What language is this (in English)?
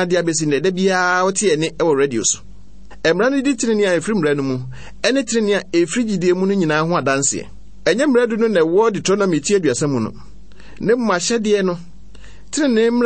Akan